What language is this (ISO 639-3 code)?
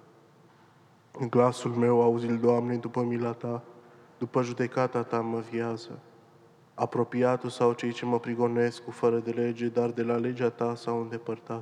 ron